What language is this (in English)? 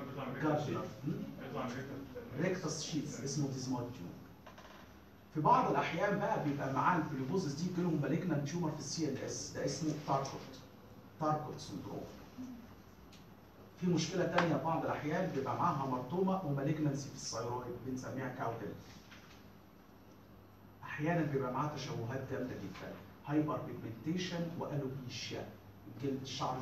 Egyptian Arabic